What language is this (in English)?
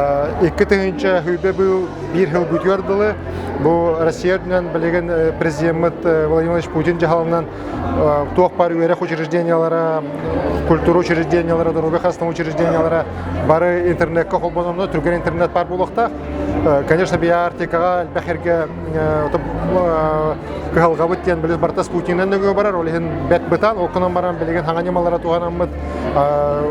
Yakut